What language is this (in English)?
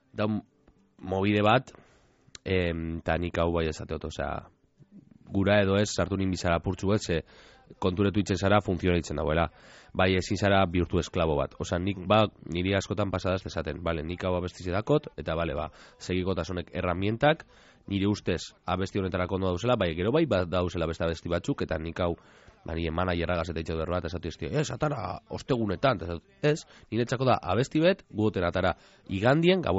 Basque